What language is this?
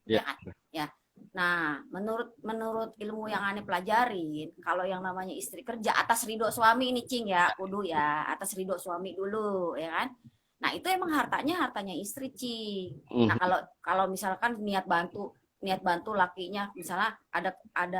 Betawi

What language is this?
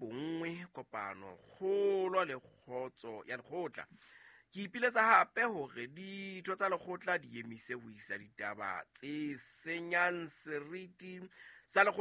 Southern Sotho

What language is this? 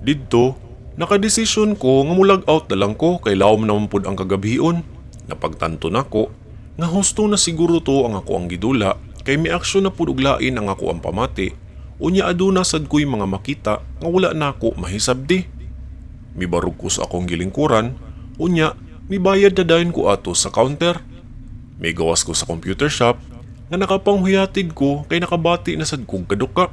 Cebuano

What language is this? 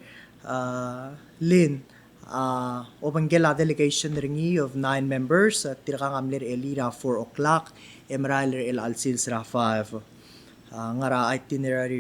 Palauan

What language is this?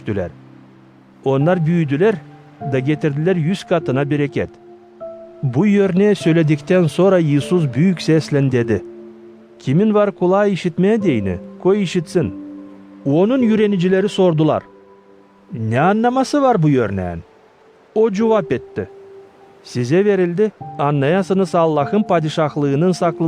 Gagauz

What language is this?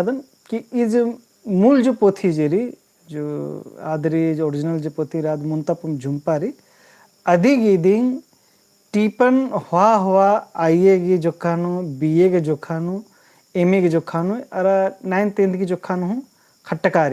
Kurukh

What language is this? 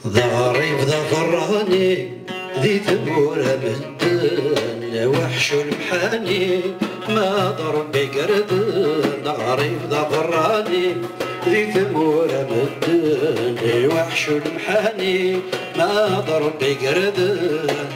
Kabyle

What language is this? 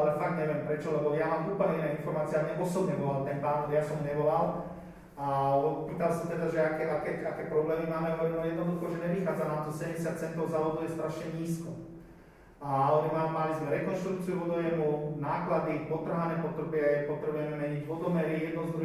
Slovak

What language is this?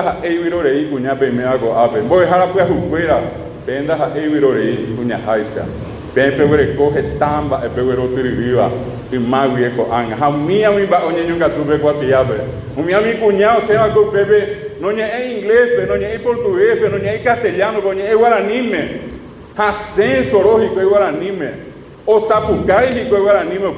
Guarani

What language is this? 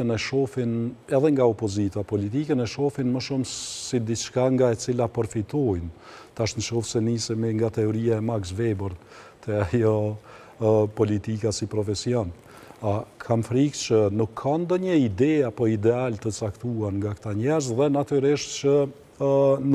Albanian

